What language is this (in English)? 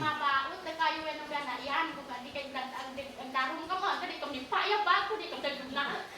Isnag